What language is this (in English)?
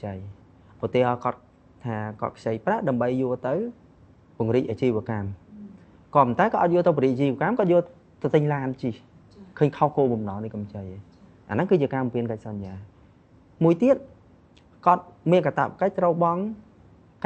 Khmer